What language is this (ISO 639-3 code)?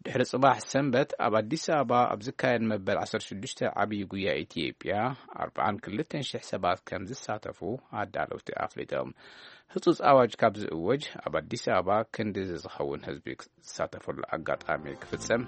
tir